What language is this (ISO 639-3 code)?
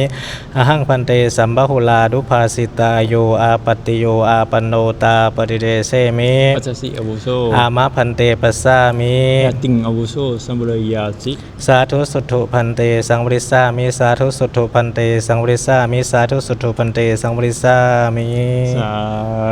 pli